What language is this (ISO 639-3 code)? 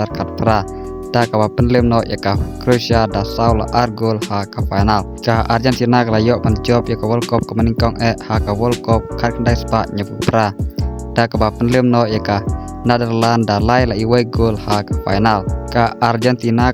kha